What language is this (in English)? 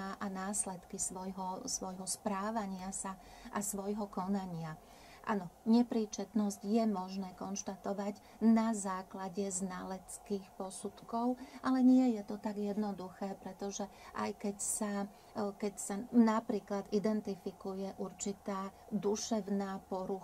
Slovak